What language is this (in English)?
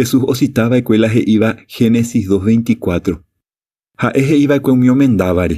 Guarani